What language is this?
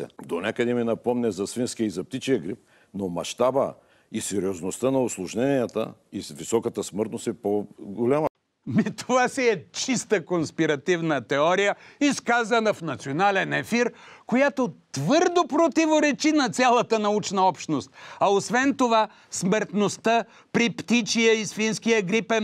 Bulgarian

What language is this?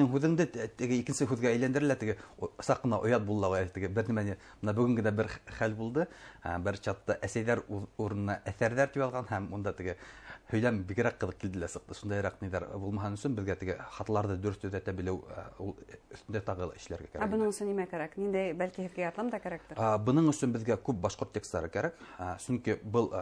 Bashkir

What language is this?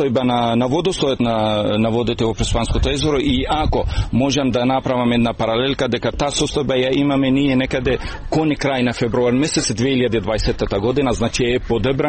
Macedonian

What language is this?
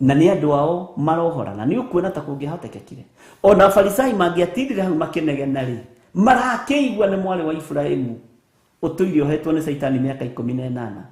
Kikuyu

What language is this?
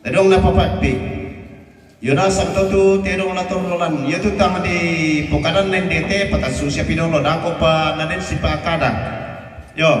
Toraja-Sa'dan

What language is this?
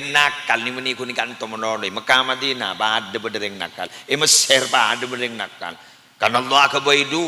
Madurese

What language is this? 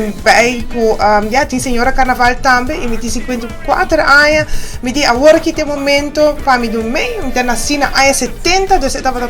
Papiamento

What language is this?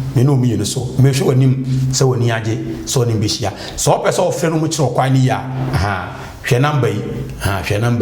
Akan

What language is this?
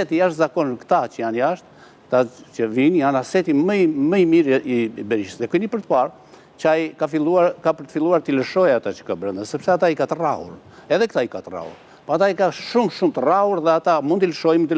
Albanian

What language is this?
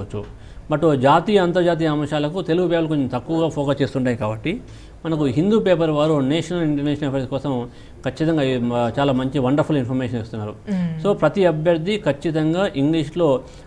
Telugu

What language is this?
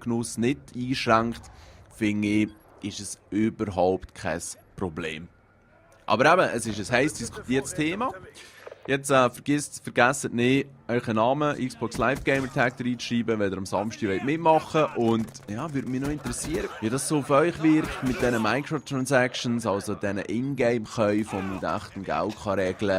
Swiss German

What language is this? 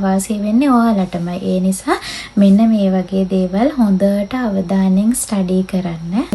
Sinhala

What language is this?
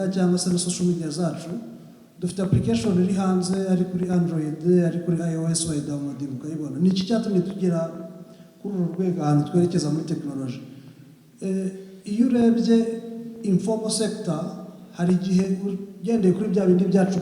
Kinyarwanda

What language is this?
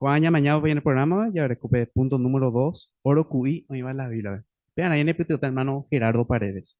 Guarani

